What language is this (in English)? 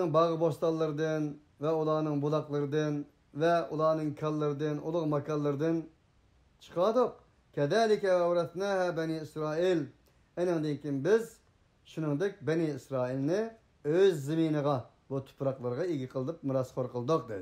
Uyghur